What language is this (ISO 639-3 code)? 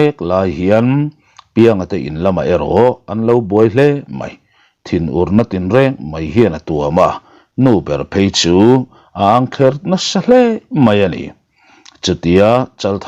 lus